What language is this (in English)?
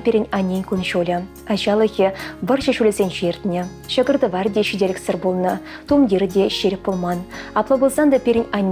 Chuvash